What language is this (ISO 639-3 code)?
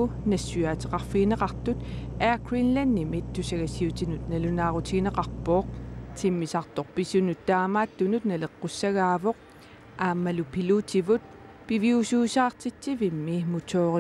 kal